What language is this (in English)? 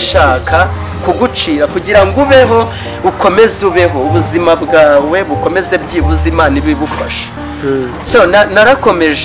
Kinyarwanda